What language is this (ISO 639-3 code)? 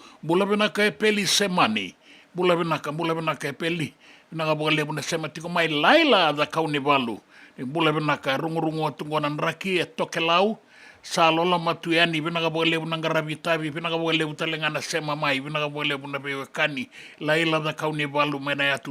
fij